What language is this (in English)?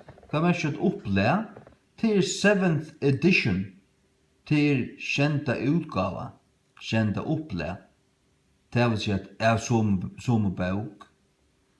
Faroese